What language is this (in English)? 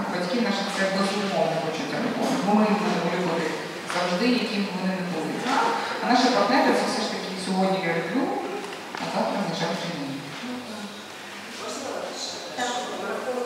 Ukrainian